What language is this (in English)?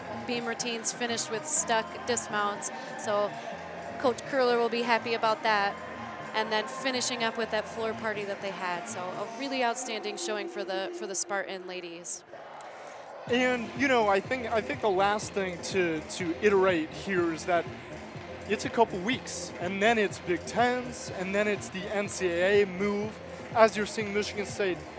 English